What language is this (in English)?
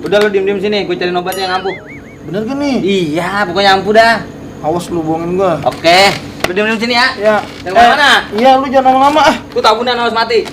Betawi